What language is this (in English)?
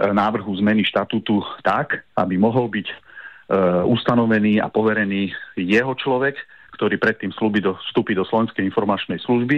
Slovak